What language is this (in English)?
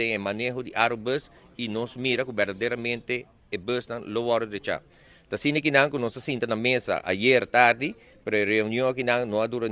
Papiamento